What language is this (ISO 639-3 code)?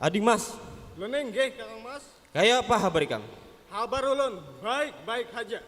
bjn